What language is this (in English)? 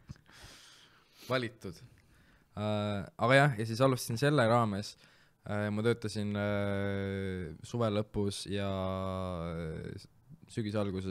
Estonian